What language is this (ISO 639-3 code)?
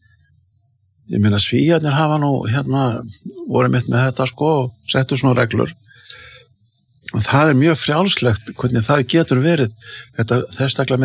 isl